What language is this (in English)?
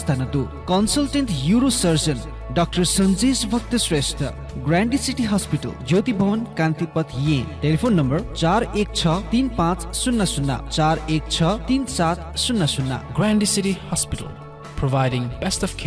Newari